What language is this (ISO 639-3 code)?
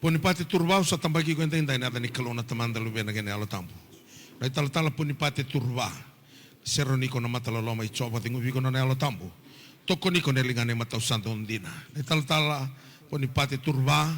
fij